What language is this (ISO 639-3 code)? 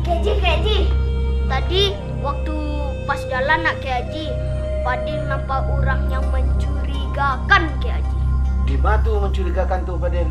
min